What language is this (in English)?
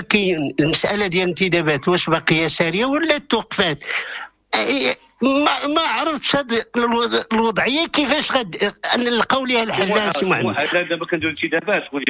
Moroccan Arabic